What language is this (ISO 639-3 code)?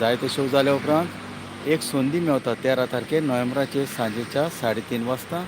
kok